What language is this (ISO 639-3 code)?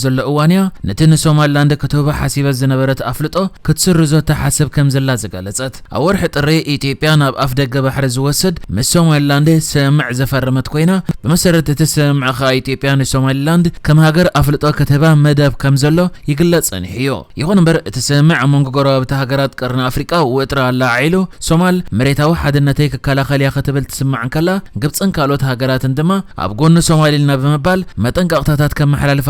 tir